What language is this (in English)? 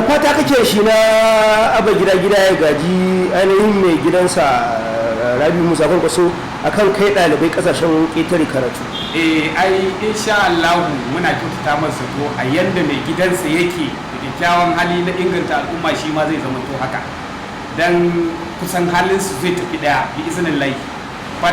Hausa